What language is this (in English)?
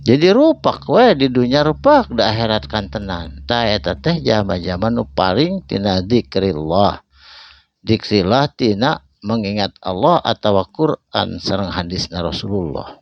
Sundanese